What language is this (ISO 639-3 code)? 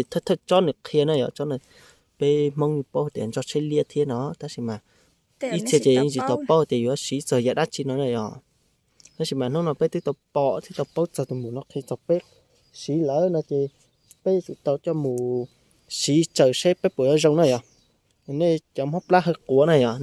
hmn